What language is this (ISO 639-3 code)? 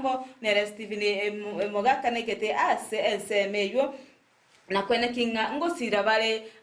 guz